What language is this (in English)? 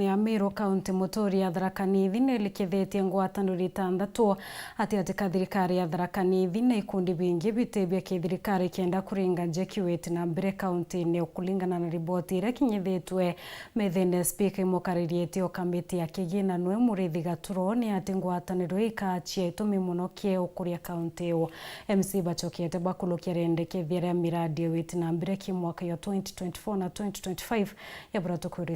Meru